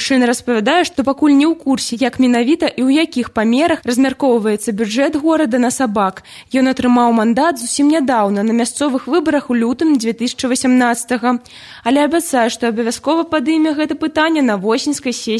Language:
Belarusian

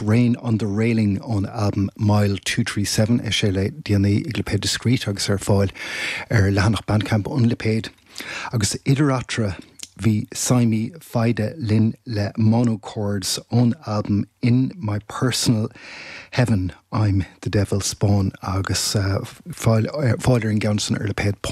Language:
Irish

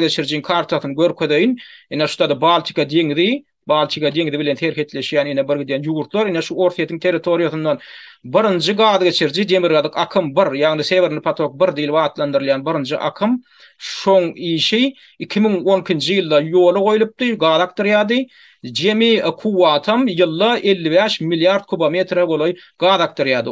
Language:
Turkmen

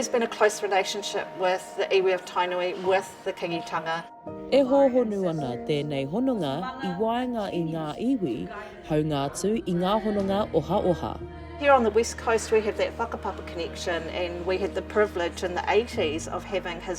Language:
Māori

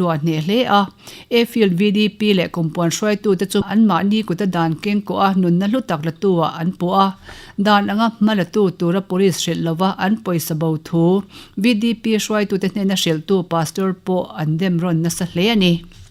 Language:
Mizo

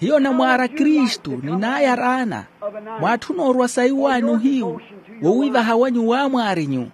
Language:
Makhuwa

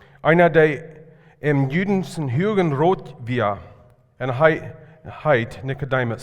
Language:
Plautdietsch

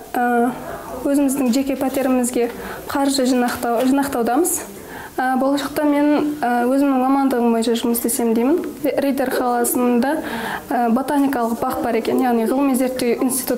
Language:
Kazakh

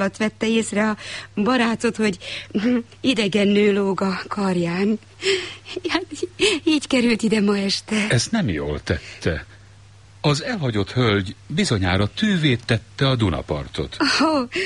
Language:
Hungarian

